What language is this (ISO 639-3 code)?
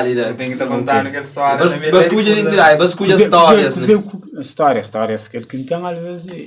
kea